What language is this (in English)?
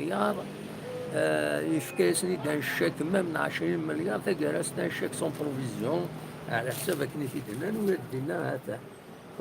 Kabyle